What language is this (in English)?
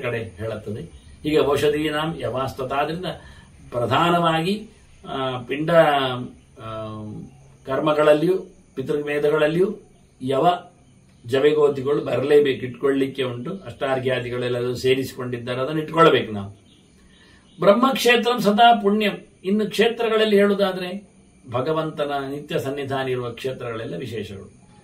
Kannada